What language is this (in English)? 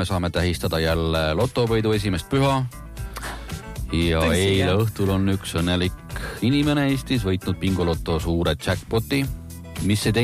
Estonian